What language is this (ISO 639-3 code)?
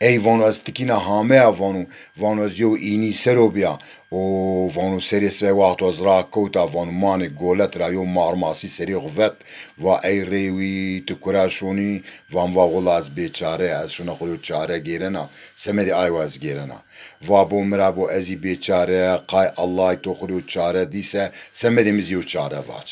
zza